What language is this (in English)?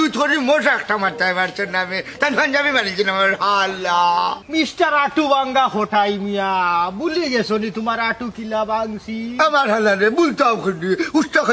Sylheti